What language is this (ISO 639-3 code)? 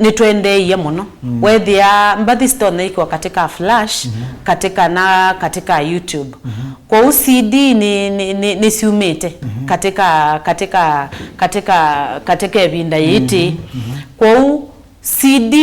kam